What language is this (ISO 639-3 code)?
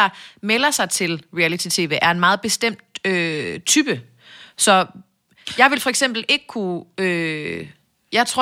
dan